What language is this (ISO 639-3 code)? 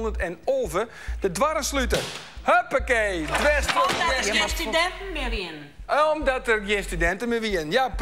fry